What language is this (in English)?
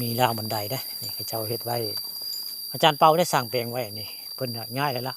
Northeastern Thai